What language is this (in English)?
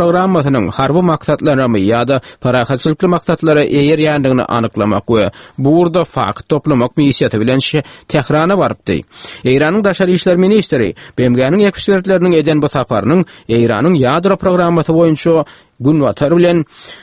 Turkmen